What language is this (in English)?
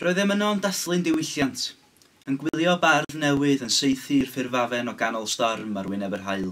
Welsh